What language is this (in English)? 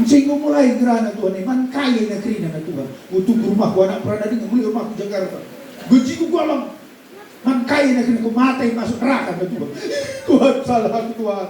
Batak Karo